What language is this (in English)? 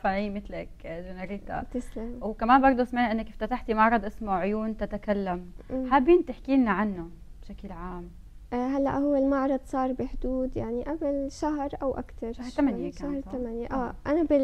North Levantine Arabic